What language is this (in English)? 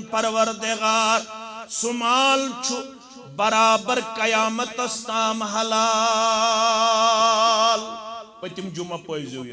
Kashmiri